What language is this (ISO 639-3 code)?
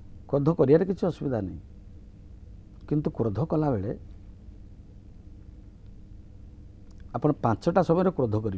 ori